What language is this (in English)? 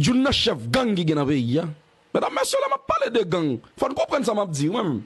Haitian Creole